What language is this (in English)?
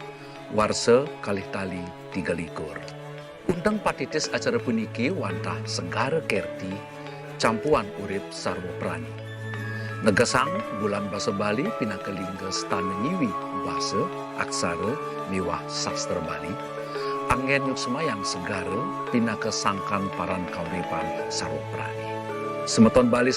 Balinese